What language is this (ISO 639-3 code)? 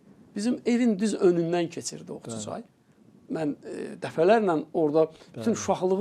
aze